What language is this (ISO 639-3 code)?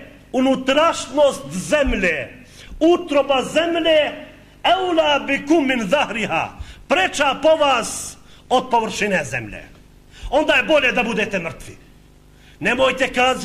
bos